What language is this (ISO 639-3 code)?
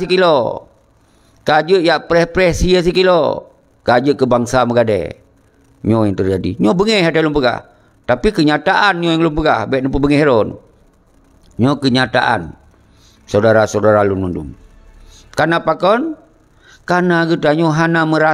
ace